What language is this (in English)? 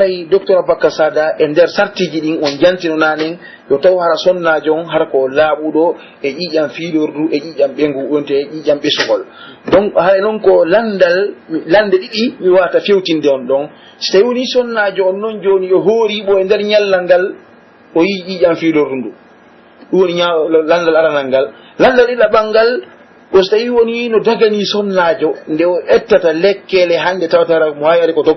Pular